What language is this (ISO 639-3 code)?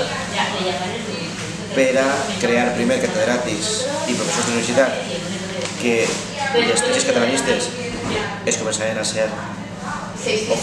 cat